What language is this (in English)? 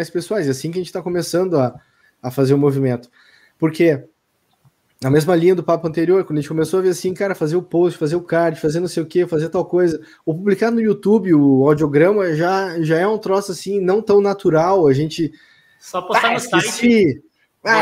Portuguese